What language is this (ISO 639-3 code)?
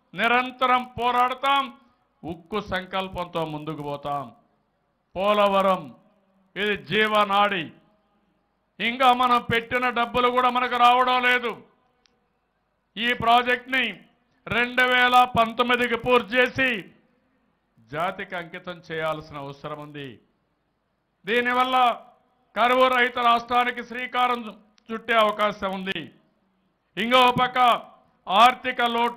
tel